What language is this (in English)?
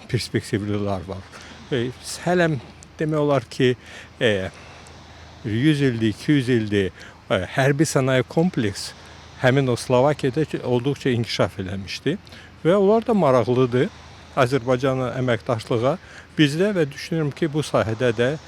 Azerbaijani